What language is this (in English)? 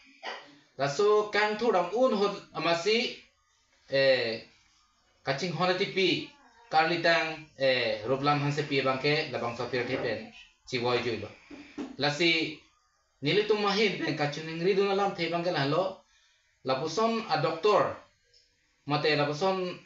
Karbi